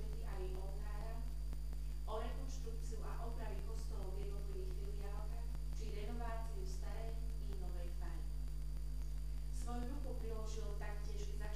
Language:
Slovak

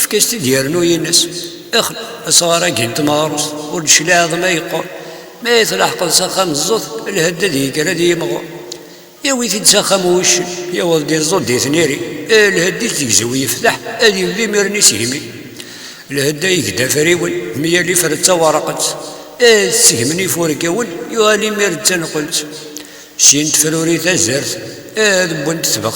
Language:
Kabyle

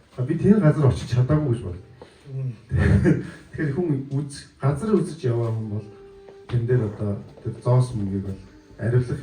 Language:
Mongolian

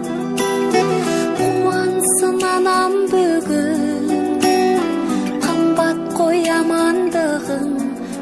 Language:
Kazakh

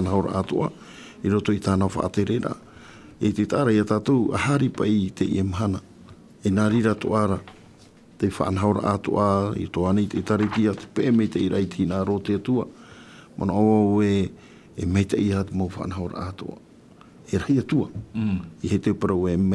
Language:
Tahitian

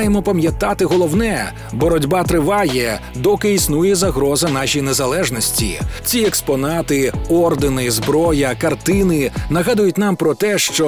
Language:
Ukrainian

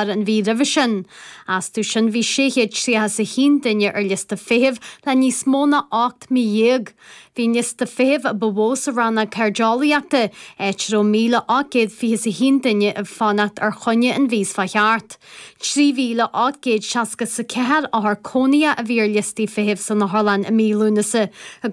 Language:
Irish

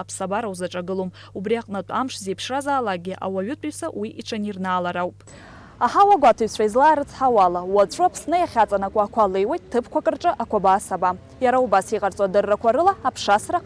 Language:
Abkhazian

